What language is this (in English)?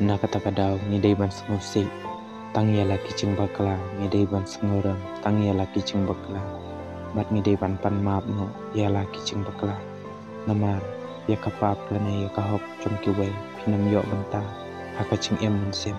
Khasi